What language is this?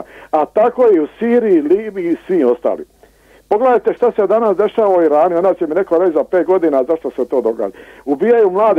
Croatian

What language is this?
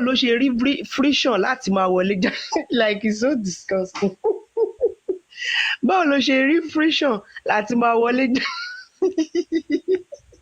Yoruba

